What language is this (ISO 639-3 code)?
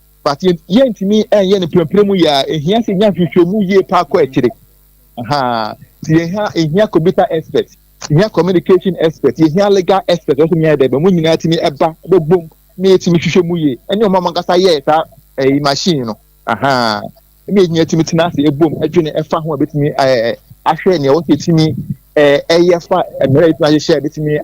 aka